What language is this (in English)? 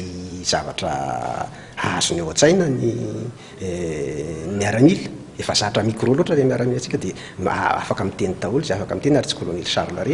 Malagasy